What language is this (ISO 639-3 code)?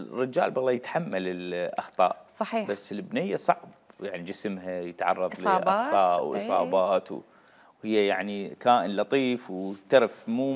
acm